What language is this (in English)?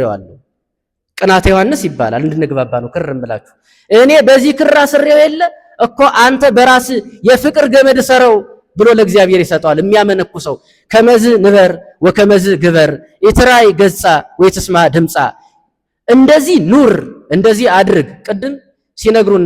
Amharic